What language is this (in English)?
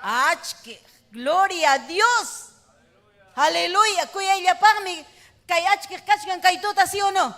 Ayacucho Quechua